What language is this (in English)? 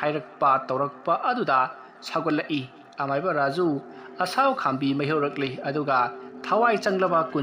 Manipuri